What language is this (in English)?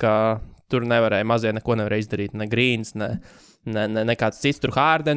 Latvian